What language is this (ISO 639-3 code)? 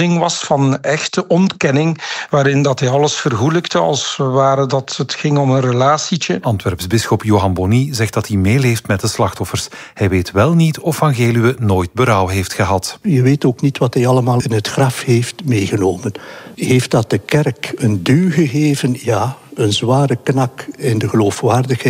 nld